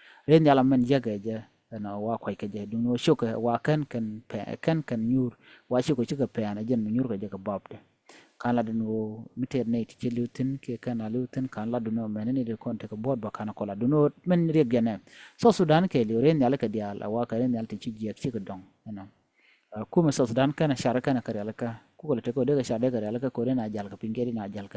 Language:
Nuer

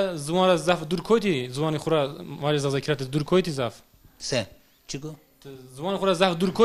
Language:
Zaza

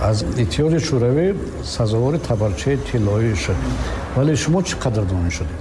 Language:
Tajik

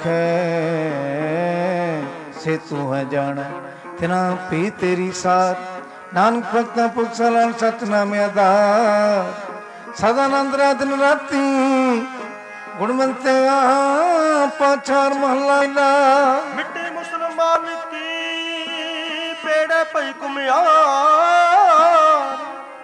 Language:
Punjabi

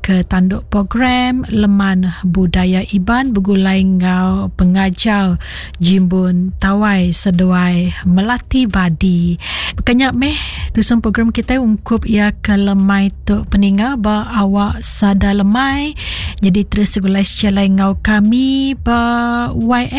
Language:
Iban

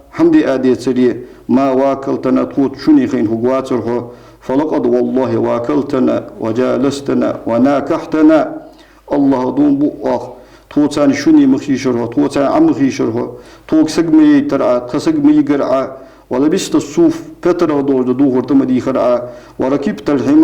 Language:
Ingush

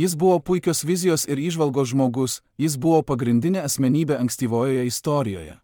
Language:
Lithuanian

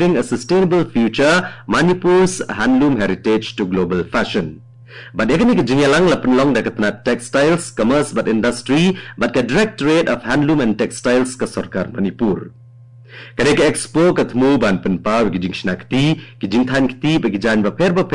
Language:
Khasi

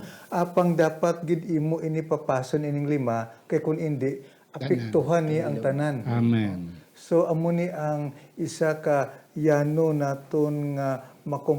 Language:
Hiligaynon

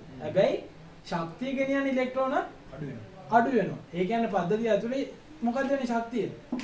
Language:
Sinhala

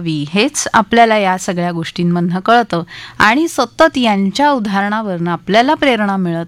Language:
Marathi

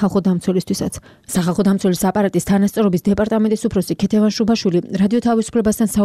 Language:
Georgian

